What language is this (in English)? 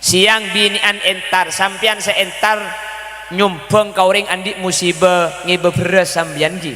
Madurese